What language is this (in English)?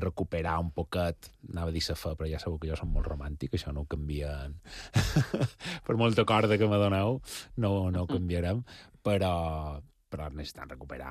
Catalan